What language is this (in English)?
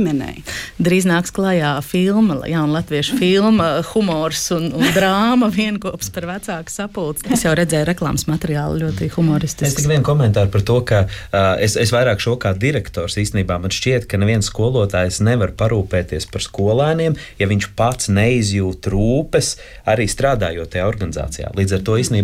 Latvian